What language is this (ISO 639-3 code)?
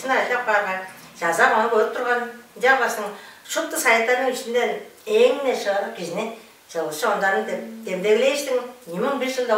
tyv